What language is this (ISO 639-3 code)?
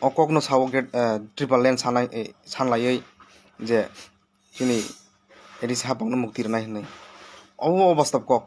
trp